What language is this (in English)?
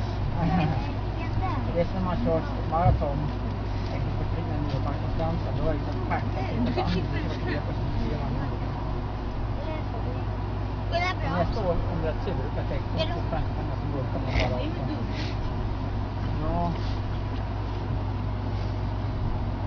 Swedish